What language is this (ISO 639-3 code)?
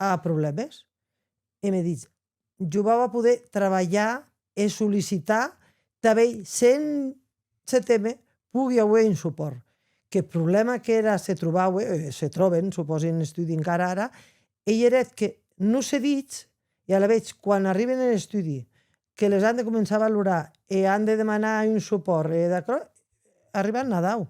oci